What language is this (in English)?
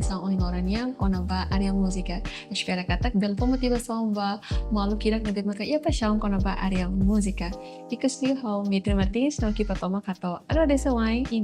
Tetum